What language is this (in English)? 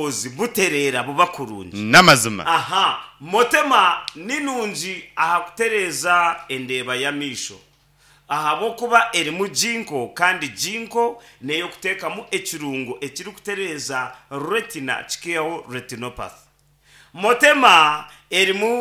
Nyankole